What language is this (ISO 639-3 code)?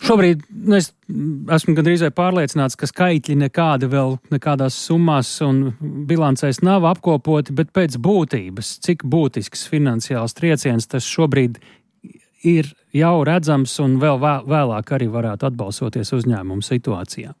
lav